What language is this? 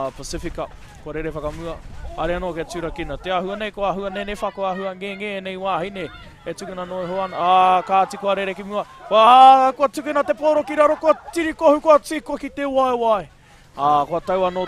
Māori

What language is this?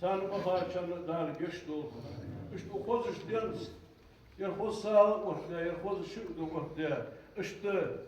Ingush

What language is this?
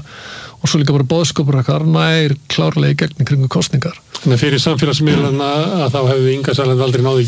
Icelandic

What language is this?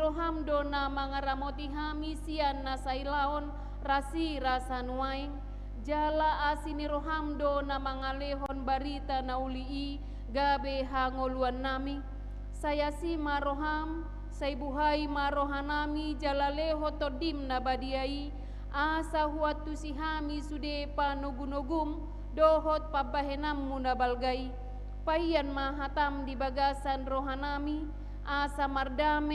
Batak Toba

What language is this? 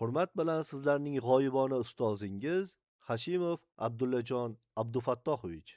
Uzbek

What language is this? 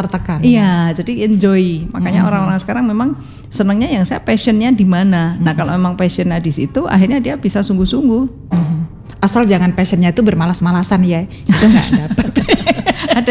Indonesian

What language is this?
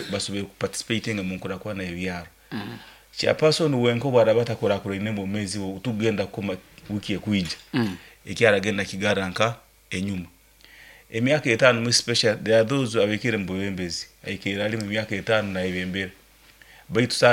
Nyankole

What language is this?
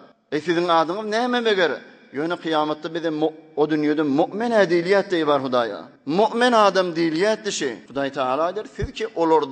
Turkmen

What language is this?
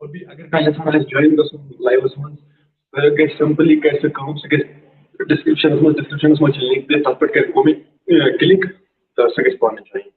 Kashmiri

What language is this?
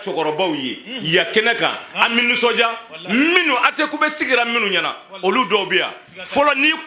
Bambara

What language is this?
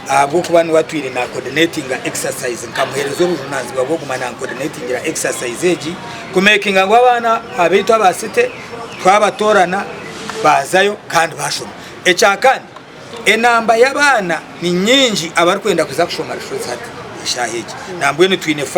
Nyankole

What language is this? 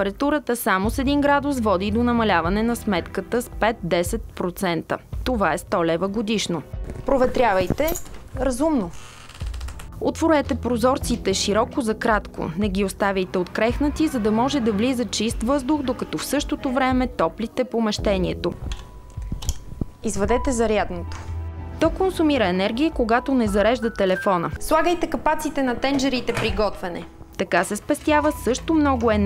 Bulgarian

